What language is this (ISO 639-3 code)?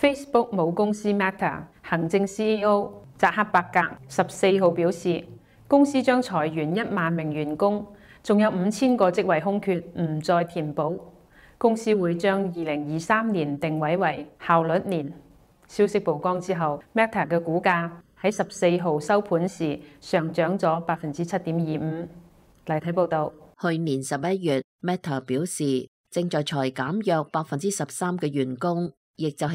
yue